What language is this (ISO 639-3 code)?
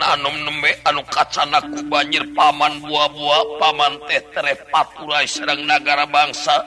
sun